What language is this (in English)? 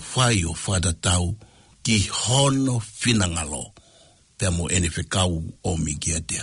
Tongan